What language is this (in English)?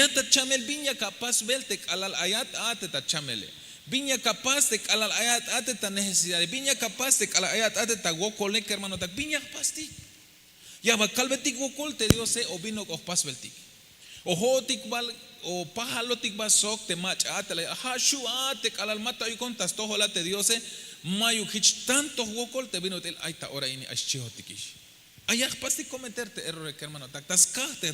Tzeltal